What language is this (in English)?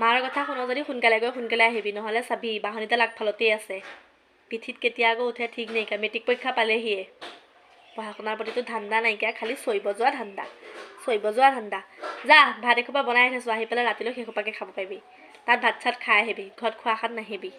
Assamese